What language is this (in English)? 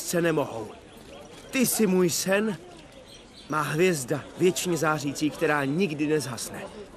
Czech